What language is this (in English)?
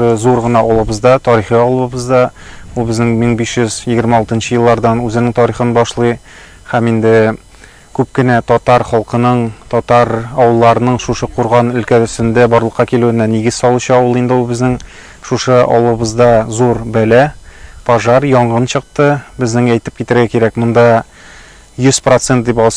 Tatar